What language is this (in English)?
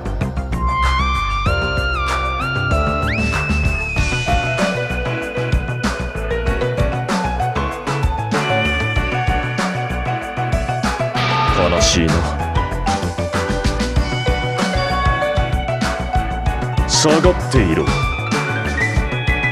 Japanese